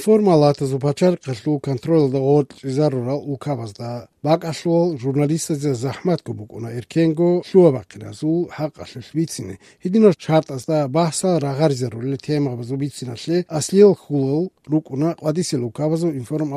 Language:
Avaric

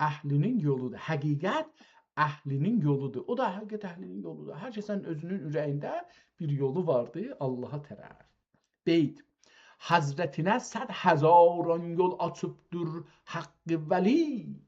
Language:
South Azerbaijani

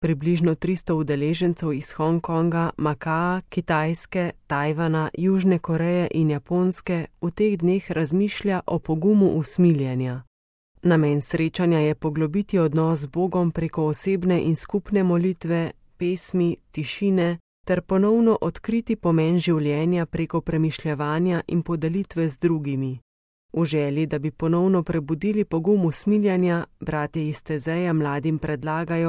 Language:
Slovenian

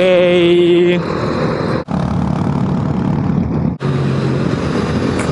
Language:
Italian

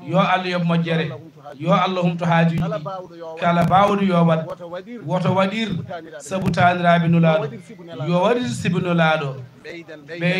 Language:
Fula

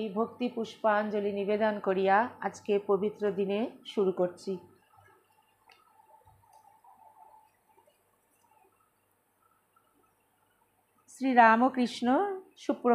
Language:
Bangla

